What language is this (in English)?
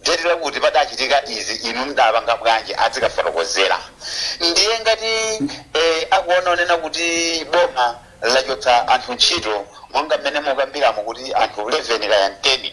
Nyanja